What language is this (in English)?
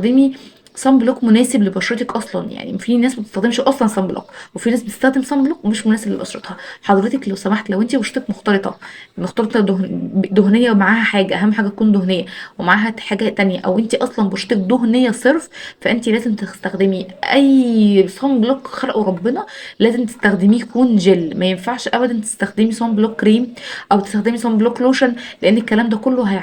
Egyptian Arabic